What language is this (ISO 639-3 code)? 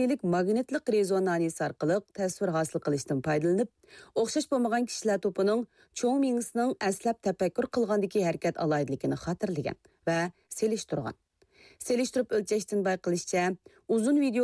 uig